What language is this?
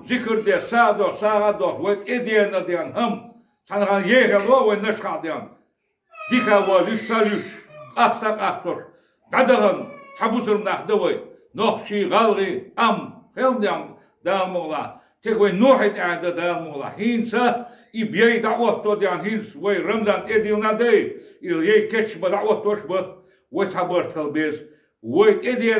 Chechen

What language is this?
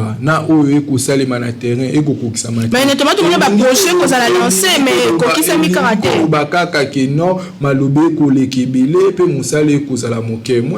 Lingala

